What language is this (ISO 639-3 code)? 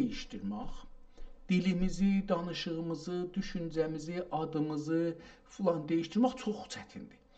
azb